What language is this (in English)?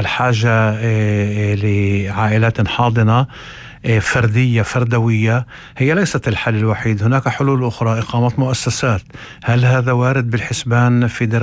North Levantine Arabic